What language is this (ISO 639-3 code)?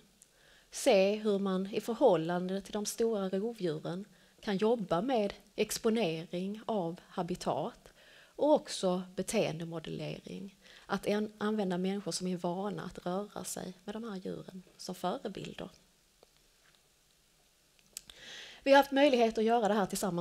swe